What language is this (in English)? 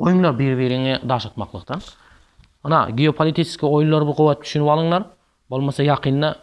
Turkmen